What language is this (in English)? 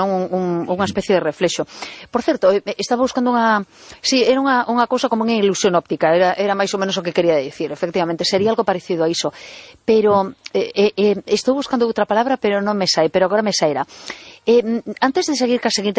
Galician